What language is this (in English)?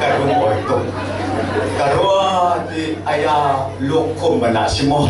Falam Chin